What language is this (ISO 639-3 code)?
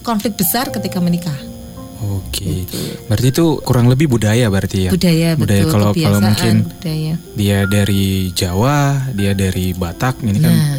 ind